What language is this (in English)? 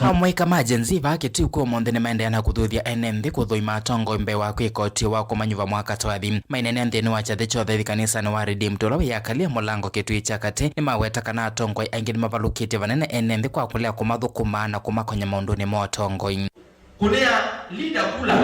Kamba